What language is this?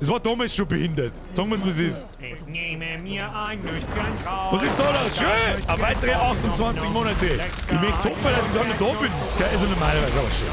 Bavarian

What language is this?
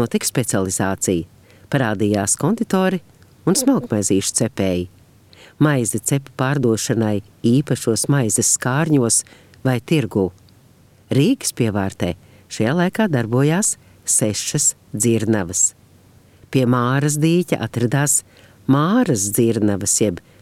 Latvian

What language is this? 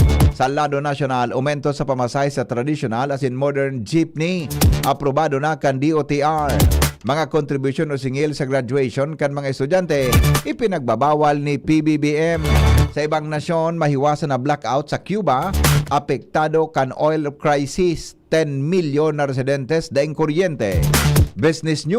Bikol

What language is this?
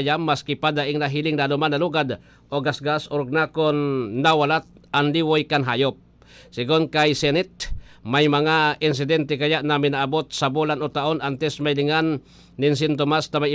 Bikol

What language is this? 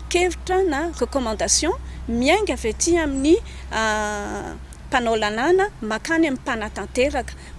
Malagasy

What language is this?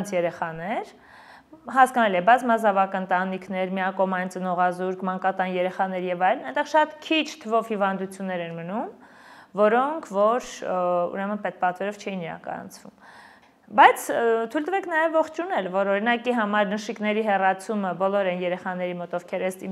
Armenian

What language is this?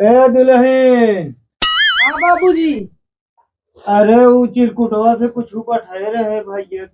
Awadhi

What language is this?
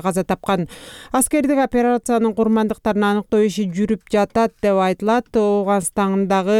Kyrgyz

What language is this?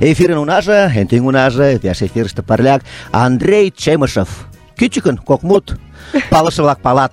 Mari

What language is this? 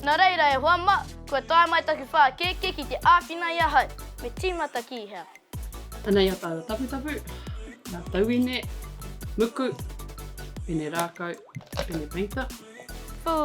Māori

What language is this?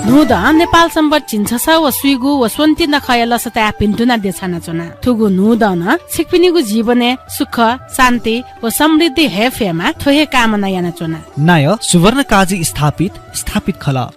Newari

